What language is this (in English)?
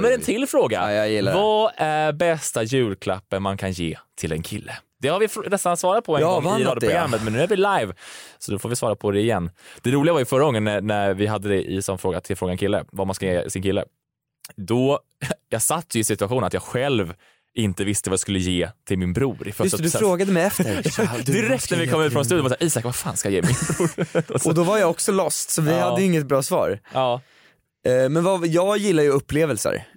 Swedish